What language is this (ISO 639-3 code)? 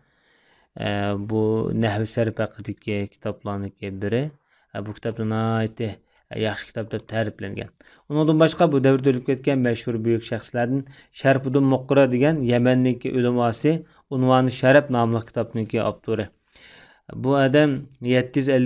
uig